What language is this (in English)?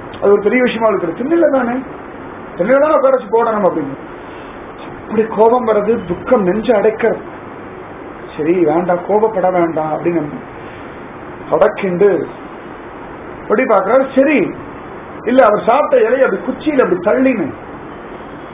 Tamil